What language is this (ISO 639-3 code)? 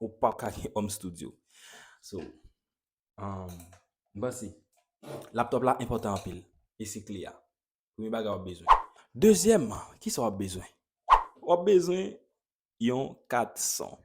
hat